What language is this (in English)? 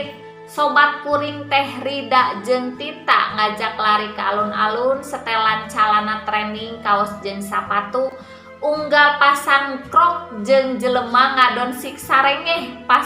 Sundanese